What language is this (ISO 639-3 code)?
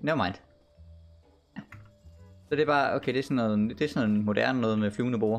dan